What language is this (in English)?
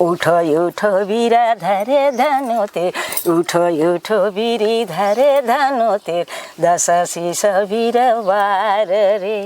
Sadri